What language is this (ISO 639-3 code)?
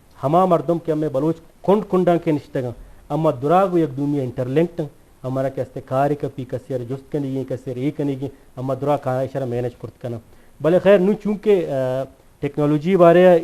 bgp